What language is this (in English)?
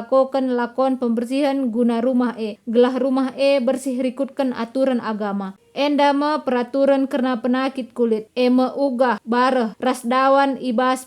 Batak Karo